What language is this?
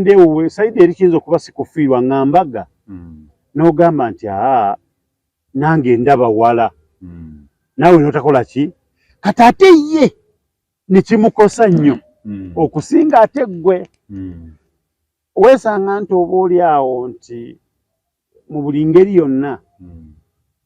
Ganda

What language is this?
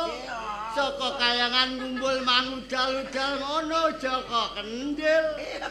Javanese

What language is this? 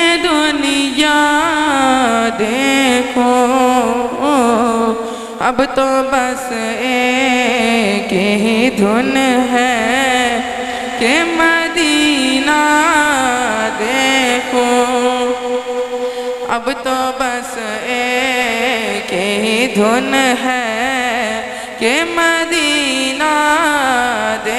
Urdu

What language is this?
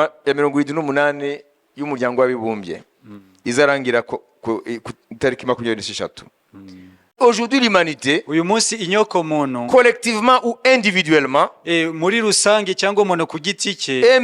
Kinyarwanda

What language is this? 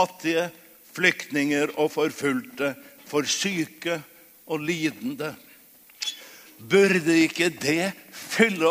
Norwegian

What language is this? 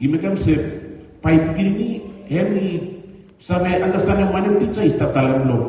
Bislama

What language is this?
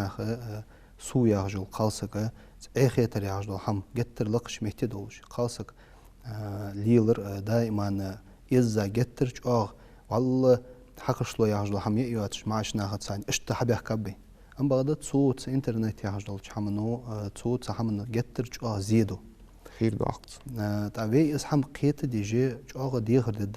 Ingush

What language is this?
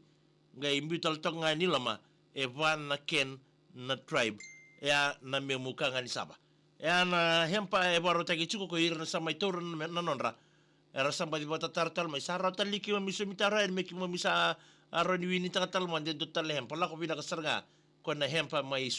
Fijian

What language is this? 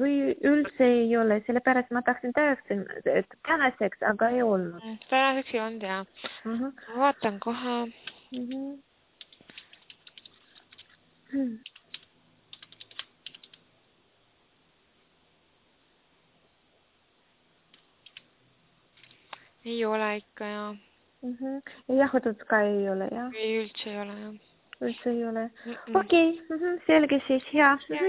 Estonian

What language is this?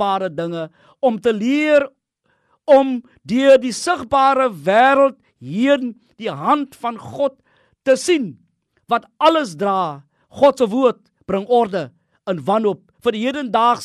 Afrikaans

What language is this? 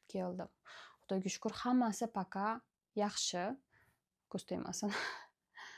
Uzbek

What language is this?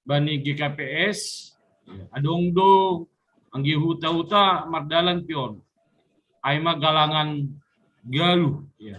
Batak Simalungun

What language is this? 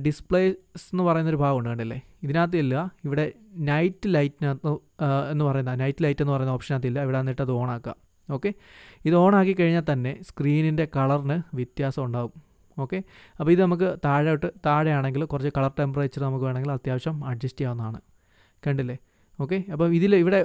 Malayalam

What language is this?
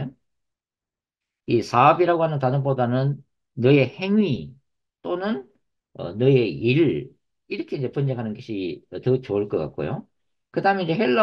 Korean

